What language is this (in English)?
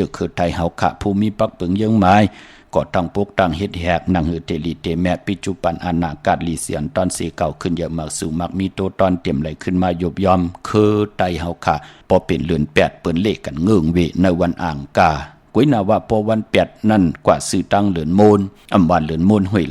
Shan